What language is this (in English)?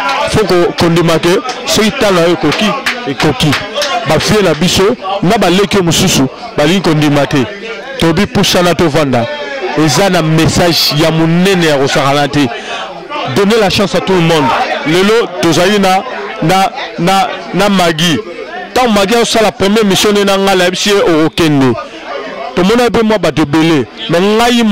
Lingala